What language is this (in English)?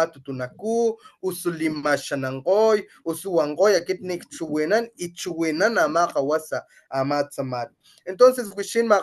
Papantla Totonac